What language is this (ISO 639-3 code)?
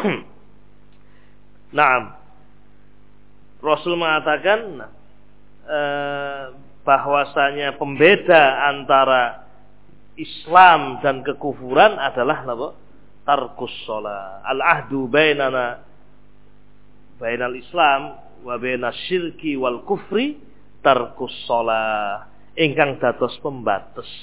ind